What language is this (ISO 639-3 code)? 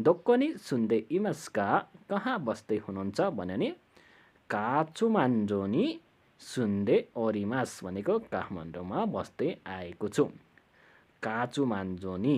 nep